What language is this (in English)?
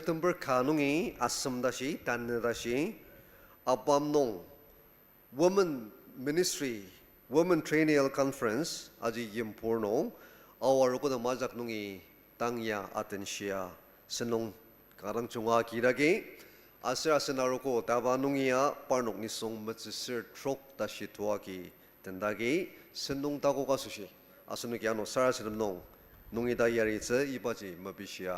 Ao Naga